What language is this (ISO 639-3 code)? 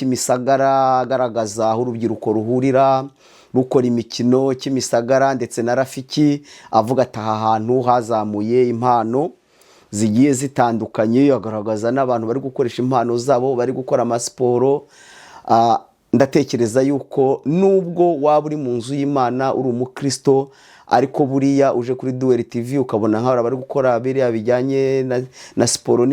kin